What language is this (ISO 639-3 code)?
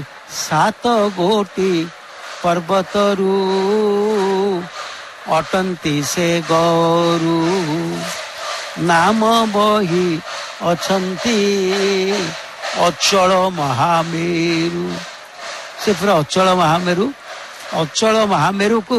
ori